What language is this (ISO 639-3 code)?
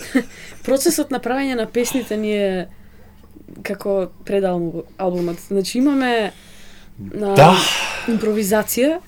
mkd